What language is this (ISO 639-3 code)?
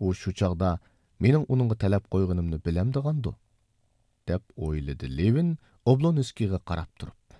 uig